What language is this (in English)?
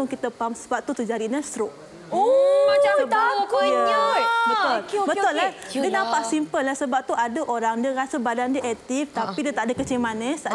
Malay